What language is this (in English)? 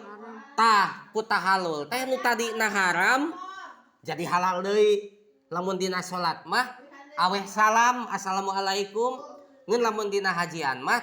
Sundanese